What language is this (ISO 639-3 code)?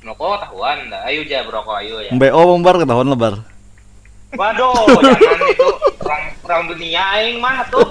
bjn